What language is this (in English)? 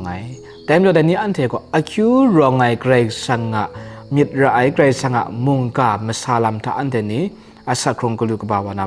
Kachin